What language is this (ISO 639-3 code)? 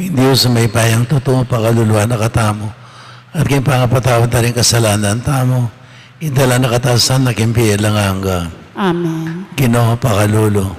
pam